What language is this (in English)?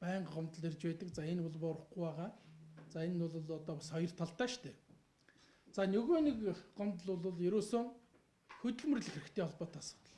Mongolian